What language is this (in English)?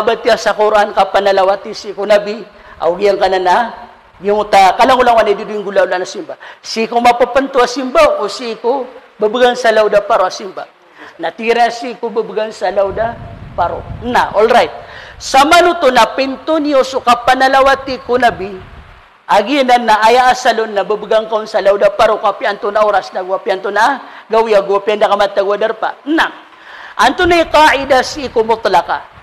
Maranao